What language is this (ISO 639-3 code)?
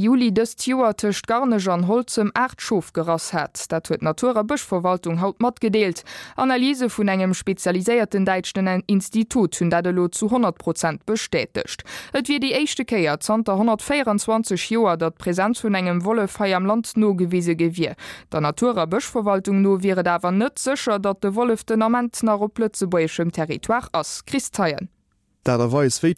ltz